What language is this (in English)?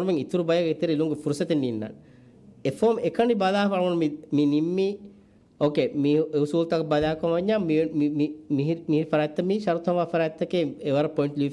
Divehi